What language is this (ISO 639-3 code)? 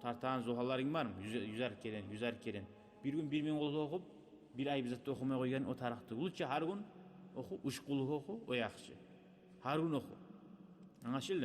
kum